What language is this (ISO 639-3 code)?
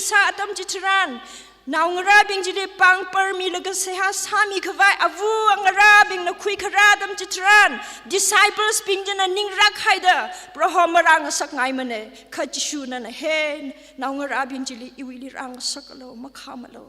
nmf